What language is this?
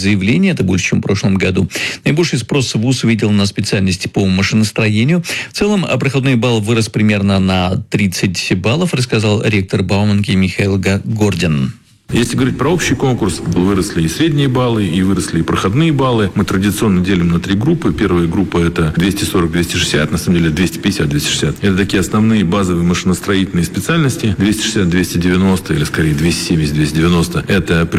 Russian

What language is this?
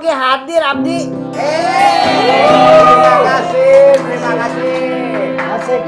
Betawi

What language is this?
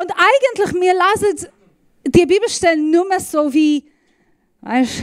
Swiss German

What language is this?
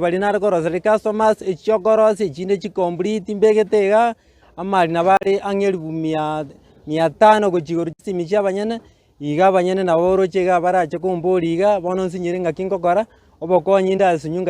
Gusii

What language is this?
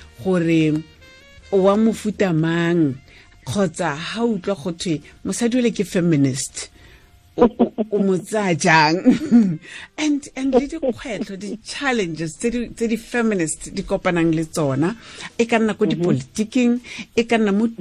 Tswana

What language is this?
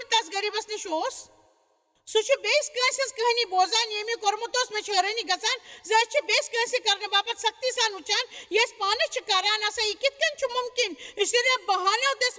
Kashmiri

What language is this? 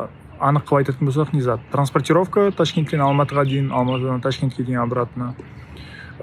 Kara-Kalpak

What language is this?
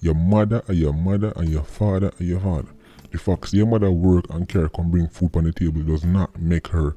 Jamaican Creole English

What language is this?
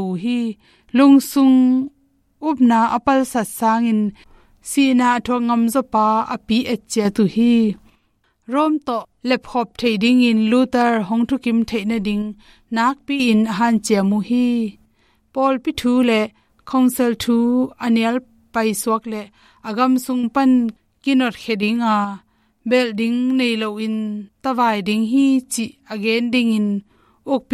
Tedim Chin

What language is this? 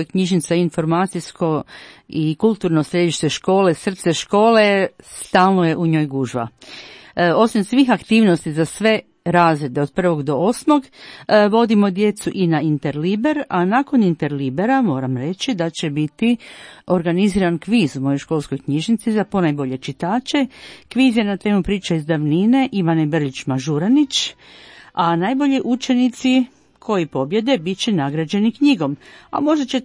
Croatian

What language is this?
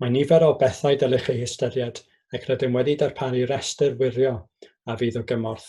Welsh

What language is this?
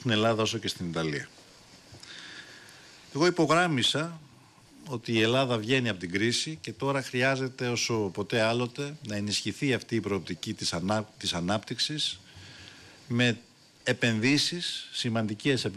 Greek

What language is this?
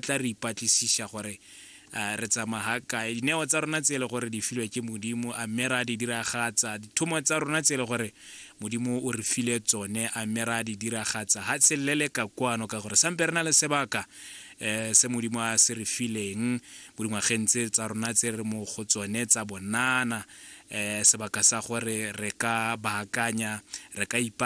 Tswana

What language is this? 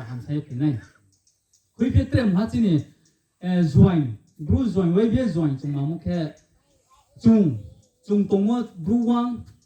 Riang (India)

